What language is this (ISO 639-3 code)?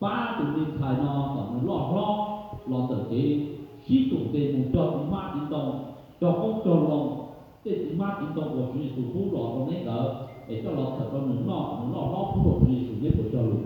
hmn